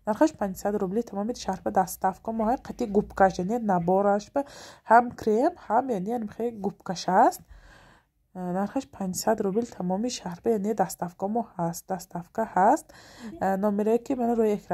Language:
Tajik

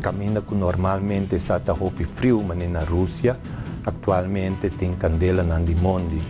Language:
Papiamento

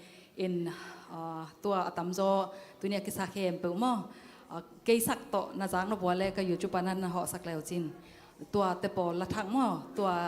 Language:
Tedim Chin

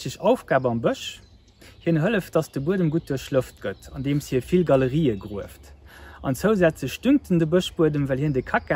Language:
Luxembourgish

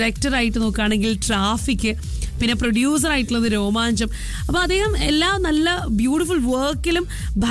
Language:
Malayalam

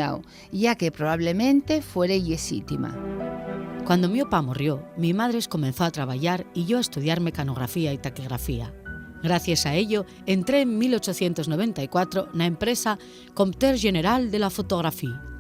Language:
Asturian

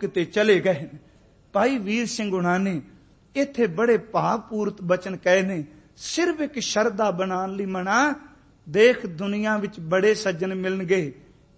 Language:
Punjabi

